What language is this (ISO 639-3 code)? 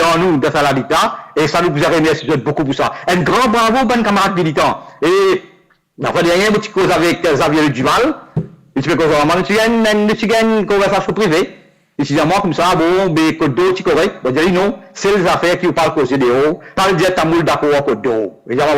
mfe